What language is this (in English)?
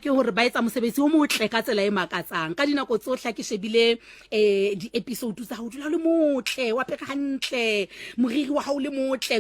Southern Sotho